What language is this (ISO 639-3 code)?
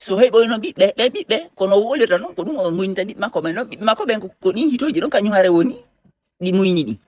ful